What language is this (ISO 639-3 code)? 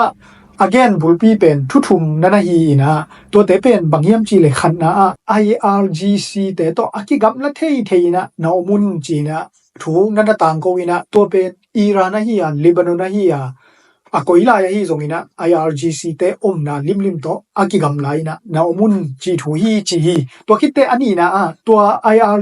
ctd